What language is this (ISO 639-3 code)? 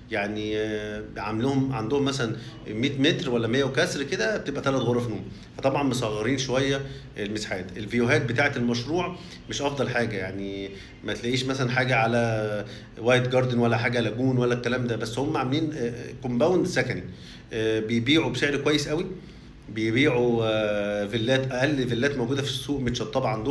arz